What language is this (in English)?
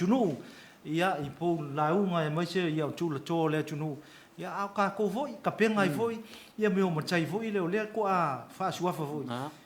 Samoan